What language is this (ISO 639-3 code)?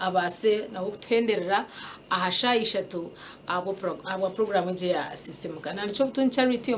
nyn